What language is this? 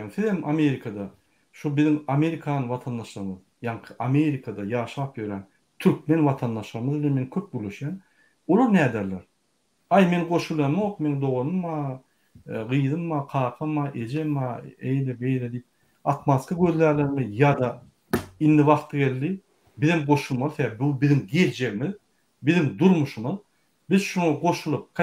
Turkmen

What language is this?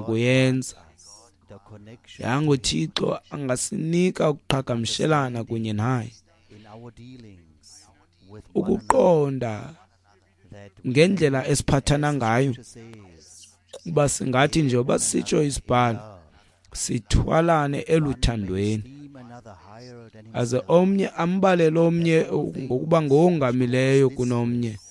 Xhosa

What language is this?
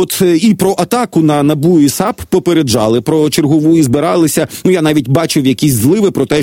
Ukrainian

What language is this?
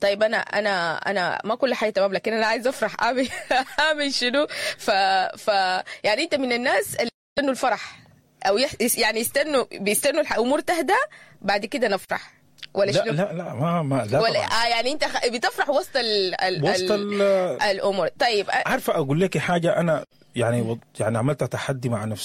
Sudanese Arabic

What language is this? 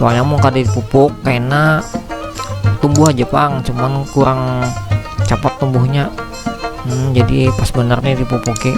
Banjar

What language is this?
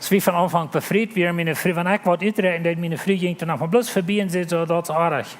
Plautdietsch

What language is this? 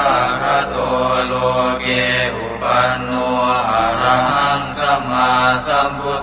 Pali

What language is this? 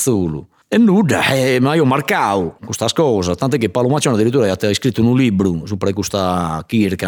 Sardinian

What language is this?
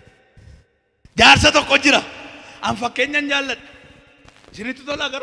Oromo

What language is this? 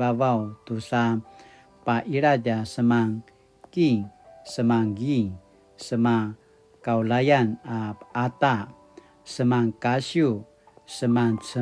Paiwan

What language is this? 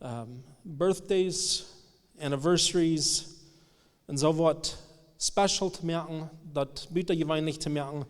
Plautdietsch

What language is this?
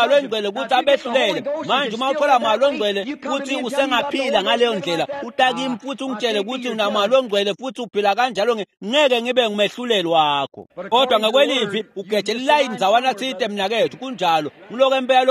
Swati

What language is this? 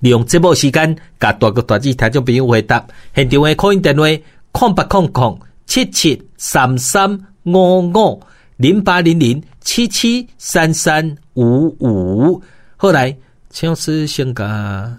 Min Nan Chinese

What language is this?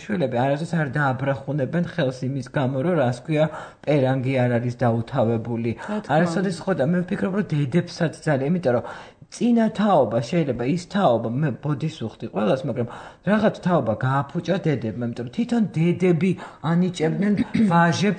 Georgian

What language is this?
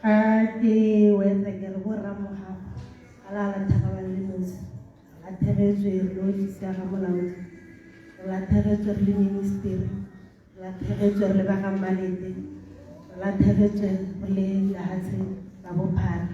Tswana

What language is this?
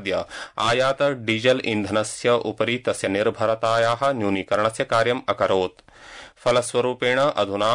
Sanskrit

